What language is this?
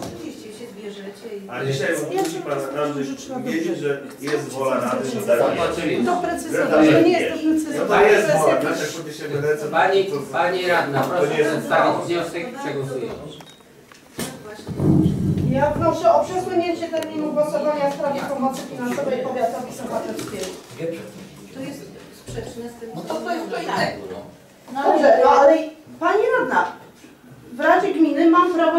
Polish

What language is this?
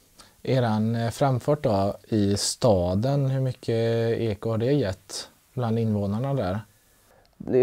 Swedish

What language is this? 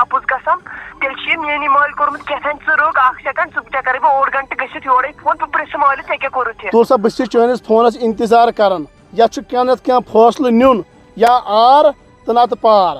Kashmiri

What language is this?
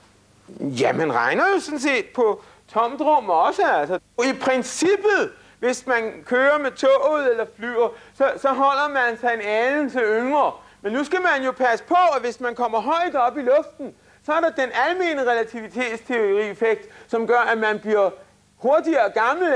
Danish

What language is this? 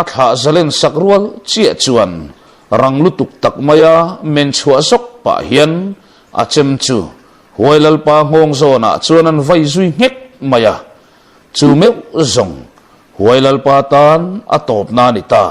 Mizo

